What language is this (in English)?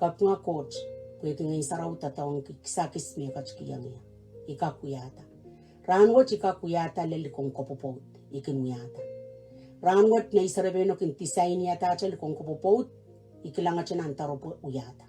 Pohnpeian